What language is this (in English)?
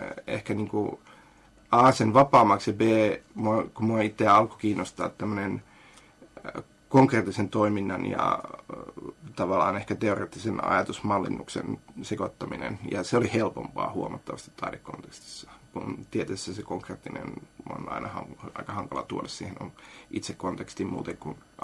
Finnish